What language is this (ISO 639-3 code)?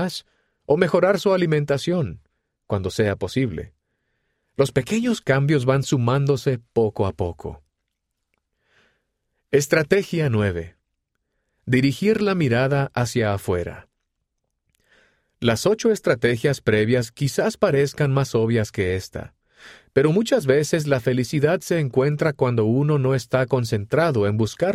spa